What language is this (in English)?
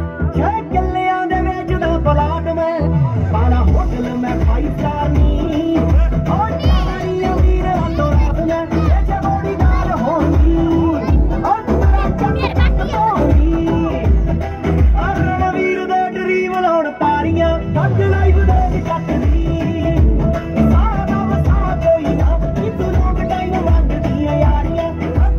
Punjabi